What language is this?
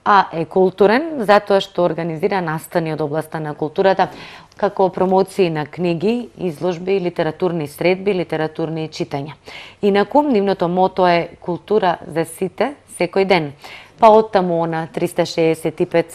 Macedonian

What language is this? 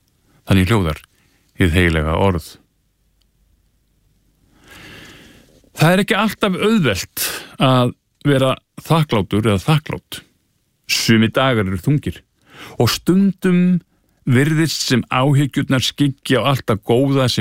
Icelandic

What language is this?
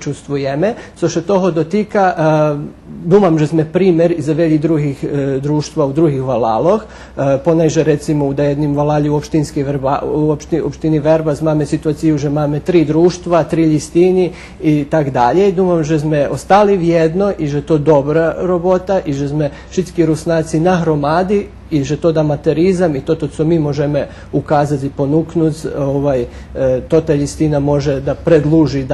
Rusyn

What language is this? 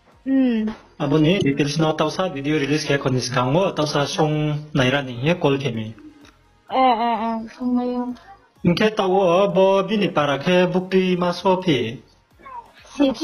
Riang (India)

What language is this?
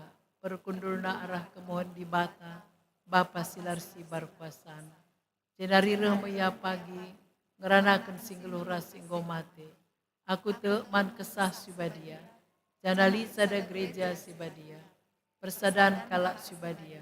Batak Karo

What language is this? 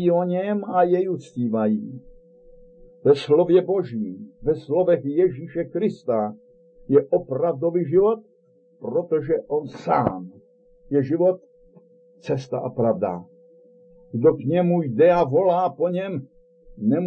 Czech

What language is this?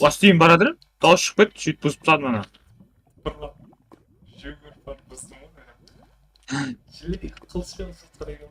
Kara-Kalpak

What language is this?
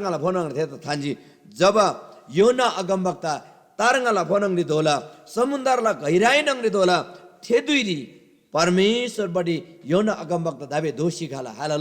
Eastern Tamang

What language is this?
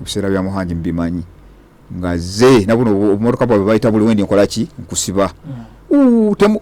Ganda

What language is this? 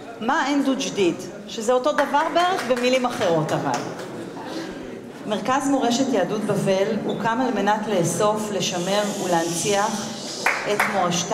Hebrew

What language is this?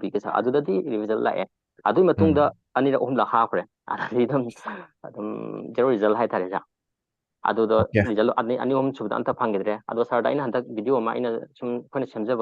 Manipuri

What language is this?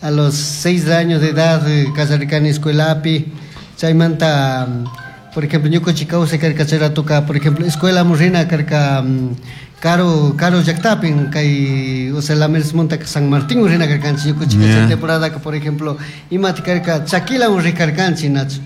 Chimborazo Highland Quichua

